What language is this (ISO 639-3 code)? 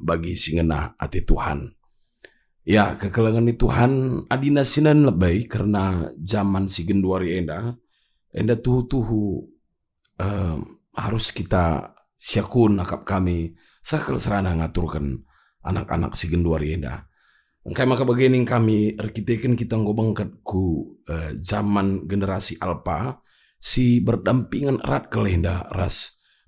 btx